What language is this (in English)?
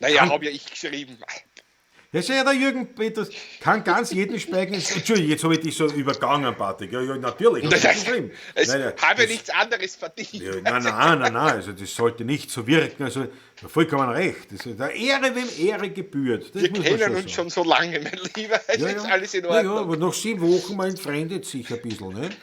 Bavarian